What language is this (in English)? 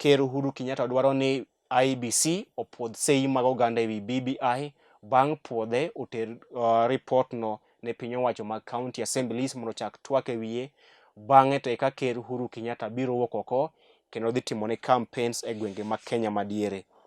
Luo (Kenya and Tanzania)